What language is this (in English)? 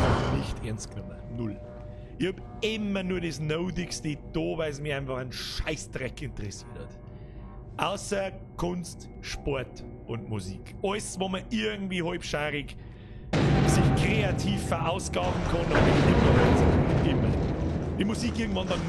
Bavarian